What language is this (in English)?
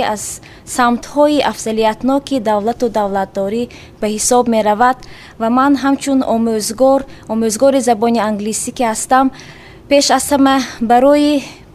Tajik